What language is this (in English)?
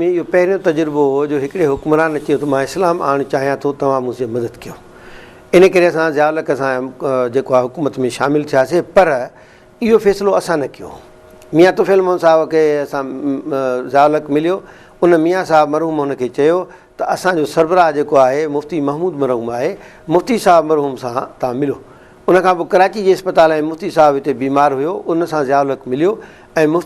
Sindhi